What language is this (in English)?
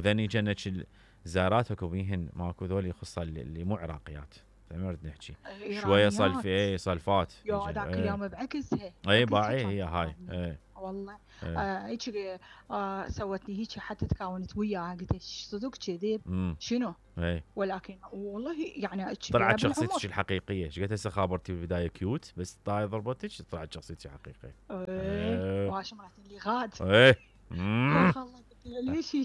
Mesopotamian Arabic